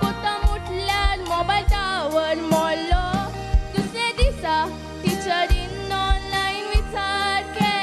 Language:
Konkani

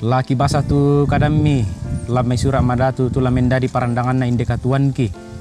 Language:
Toraja-Sa'dan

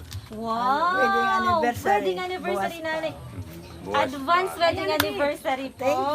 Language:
Waray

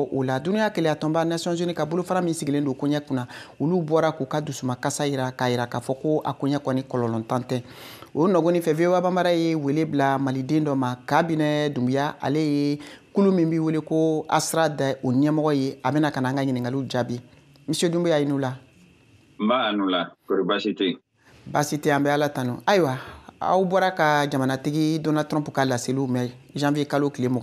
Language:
Bambara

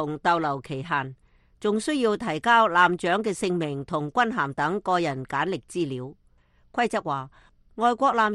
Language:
Cantonese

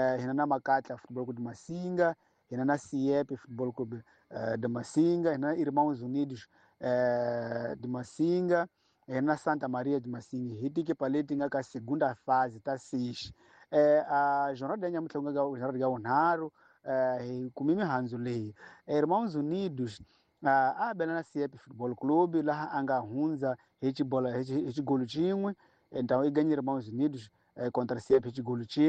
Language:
Tsonga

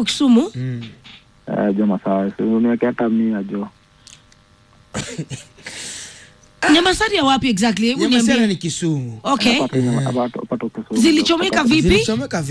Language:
Swahili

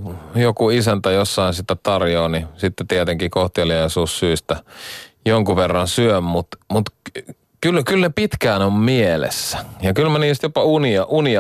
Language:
Finnish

